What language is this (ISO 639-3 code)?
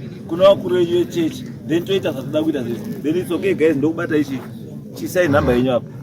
sna